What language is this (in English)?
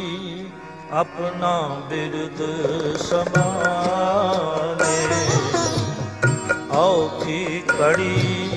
Punjabi